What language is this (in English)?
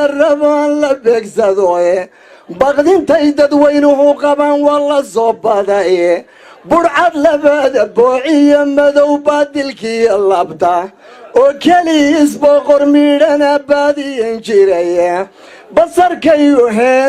Somali